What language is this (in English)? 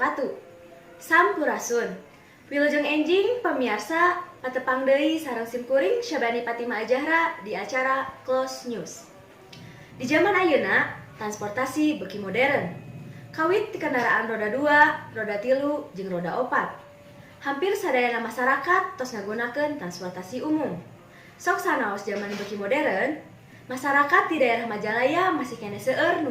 Sundanese